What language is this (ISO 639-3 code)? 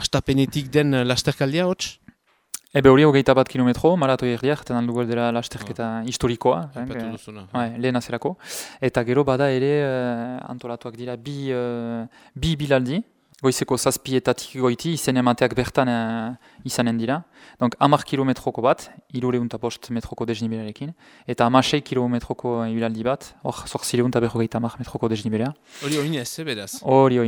eus